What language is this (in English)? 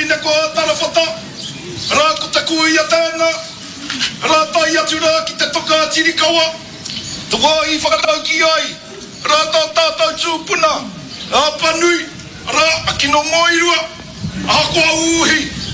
Māori